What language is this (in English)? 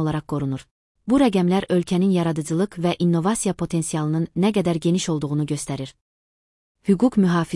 Azerbaijani